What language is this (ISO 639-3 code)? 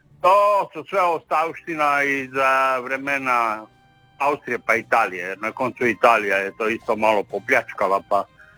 hrv